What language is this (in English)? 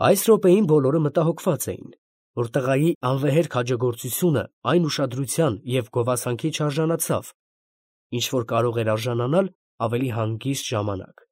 Armenian